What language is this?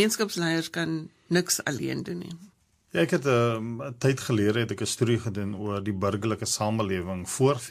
Afrikaans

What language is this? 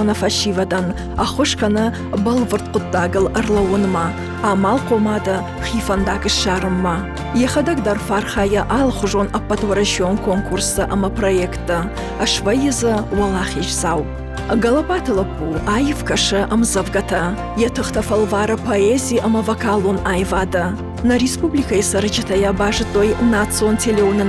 Ossetic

